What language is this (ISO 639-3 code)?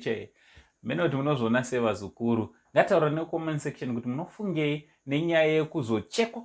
sna